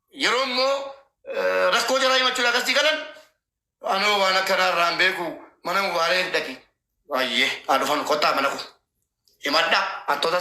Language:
Oromo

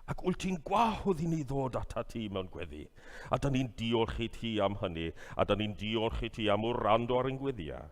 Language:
Welsh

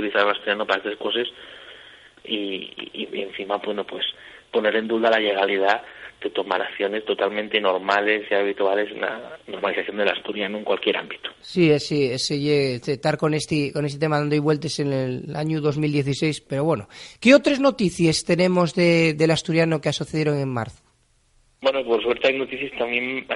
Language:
Asturian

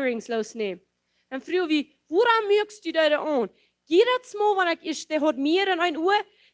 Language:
Plautdietsch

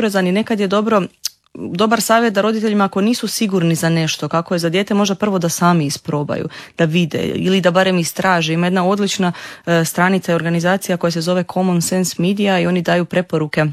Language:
Croatian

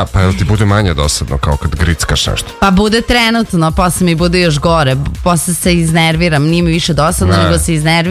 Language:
Serbian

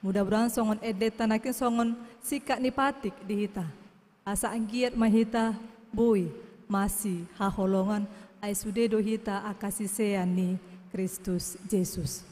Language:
Batak Toba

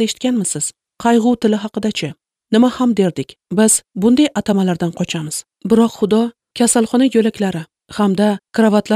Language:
Uzbek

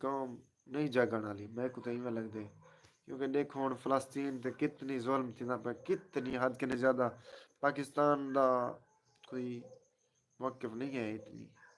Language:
Saraiki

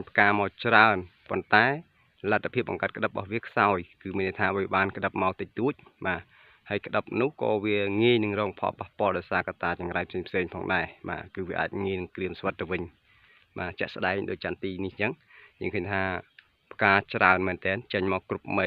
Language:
Khmer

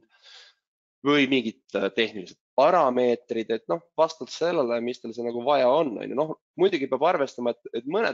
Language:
Estonian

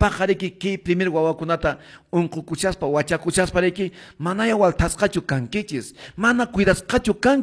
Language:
Quechua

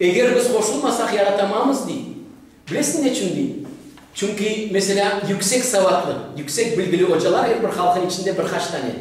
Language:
Crimean Tatar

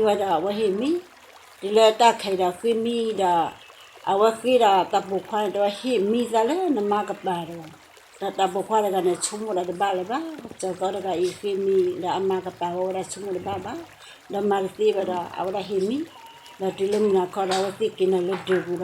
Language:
S'gaw Karen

